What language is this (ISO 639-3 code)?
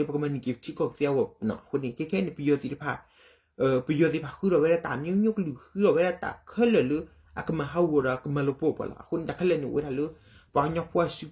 ksw